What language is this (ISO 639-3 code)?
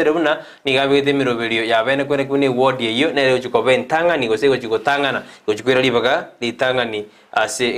guz